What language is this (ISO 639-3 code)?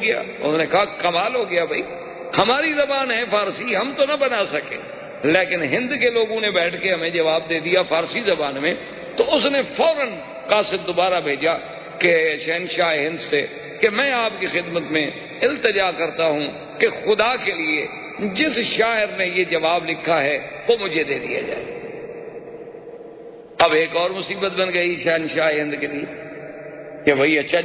urd